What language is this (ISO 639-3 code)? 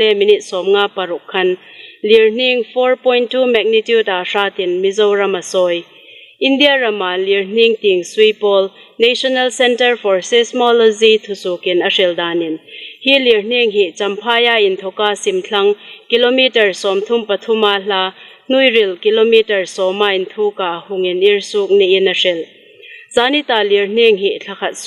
hmr